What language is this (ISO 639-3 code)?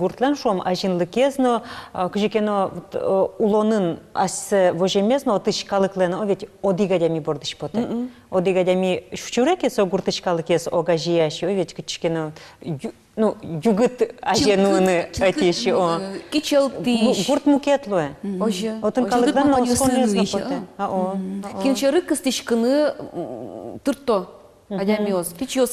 udm